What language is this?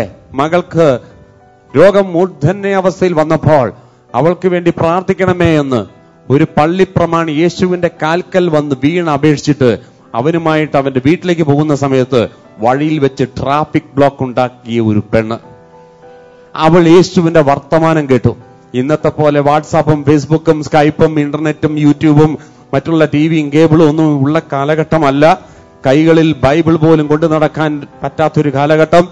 Malayalam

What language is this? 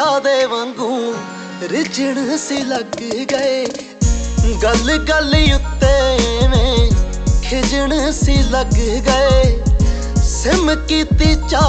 Punjabi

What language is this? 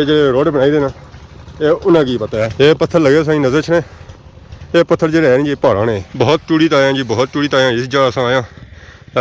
Pahari-Potwari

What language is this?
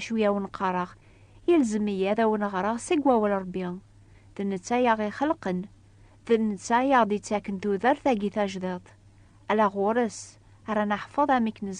Kabyle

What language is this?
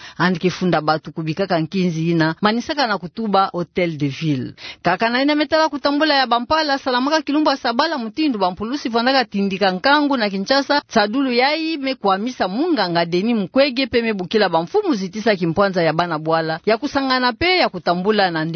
Kituba (Democratic Republic of Congo)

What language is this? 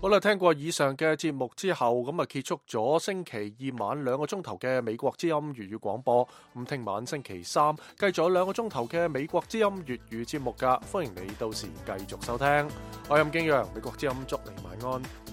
Cantonese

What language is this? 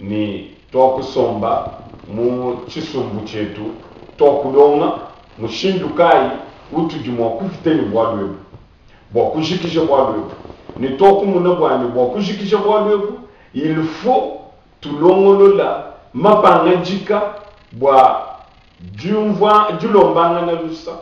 Luba-Lulua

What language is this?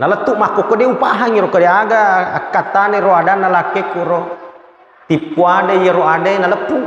Buginese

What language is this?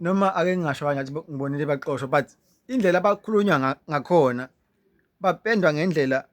Zulu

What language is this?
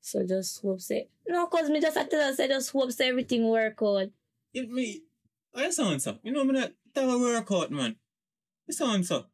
Jamaican Creole English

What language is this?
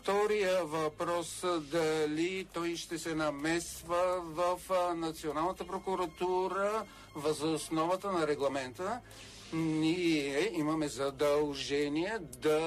Bulgarian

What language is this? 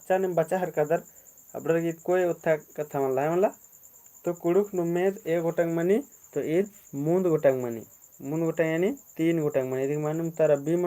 Kurukh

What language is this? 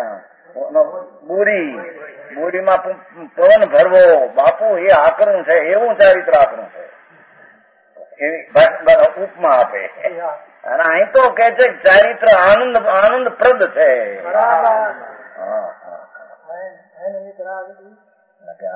Gujarati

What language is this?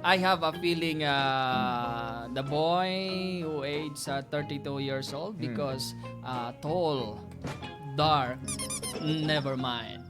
Hiligaynon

